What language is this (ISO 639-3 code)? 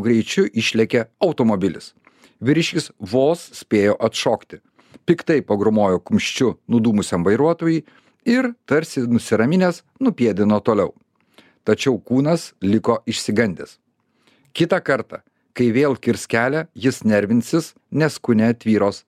lit